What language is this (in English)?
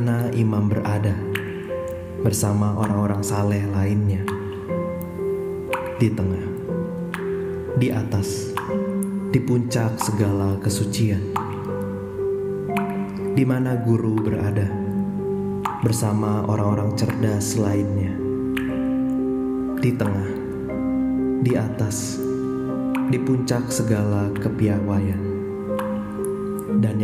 Indonesian